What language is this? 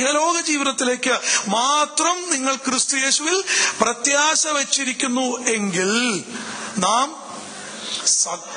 Malayalam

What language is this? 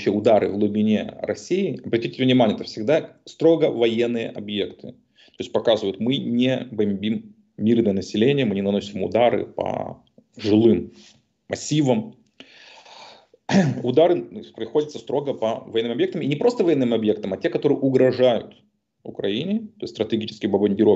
Russian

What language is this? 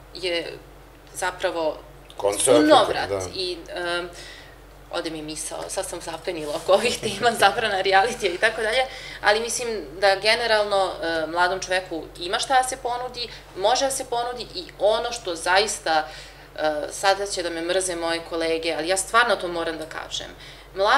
Serbian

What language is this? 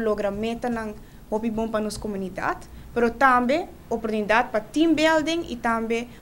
Papiamento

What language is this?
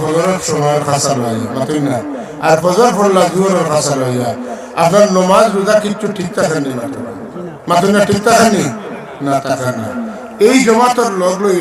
Sylheti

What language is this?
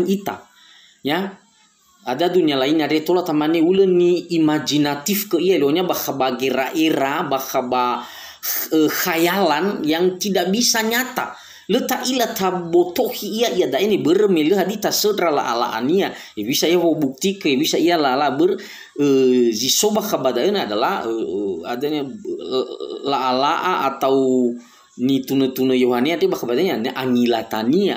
Nias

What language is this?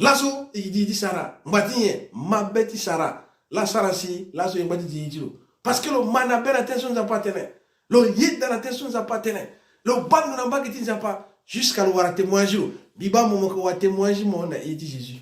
Sango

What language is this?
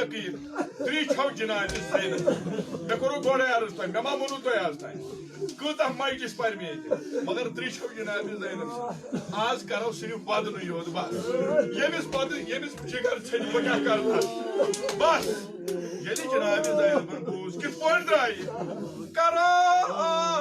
Kashmiri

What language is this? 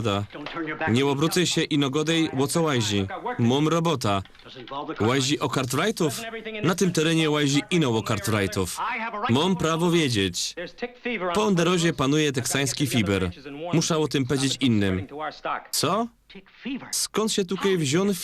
Silesian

